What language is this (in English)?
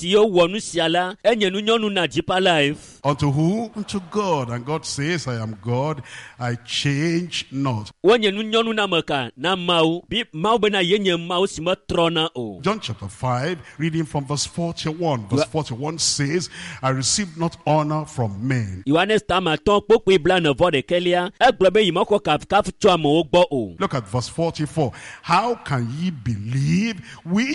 Ewe